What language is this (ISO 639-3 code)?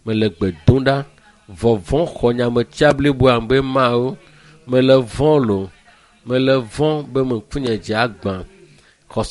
ewe